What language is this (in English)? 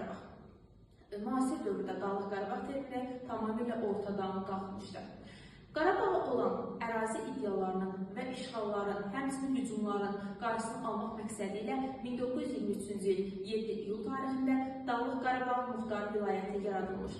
Azerbaijani